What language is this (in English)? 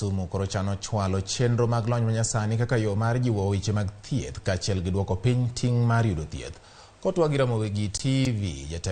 Luo (Kenya and Tanzania)